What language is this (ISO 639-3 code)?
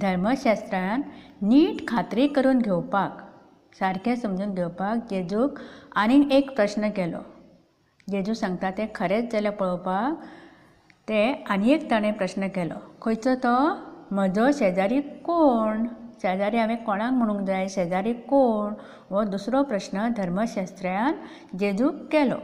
kok